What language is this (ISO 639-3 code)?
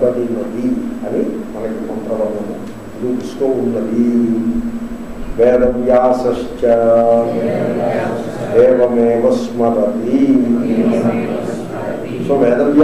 tel